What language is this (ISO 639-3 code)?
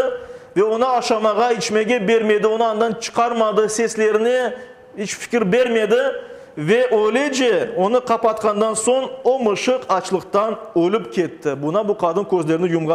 crh